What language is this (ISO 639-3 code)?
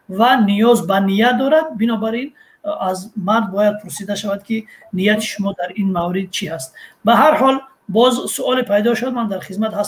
tgk